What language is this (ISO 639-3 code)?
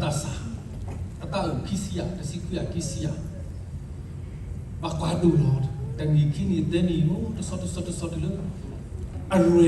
ksw